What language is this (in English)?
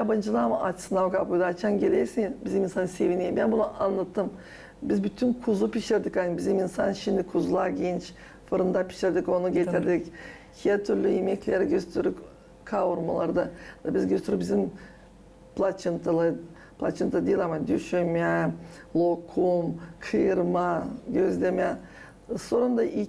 Gagauz